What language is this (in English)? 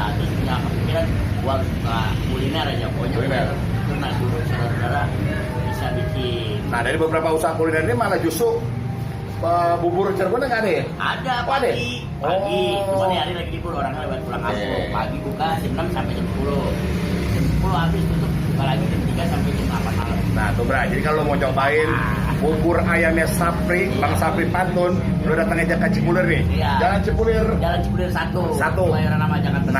Betawi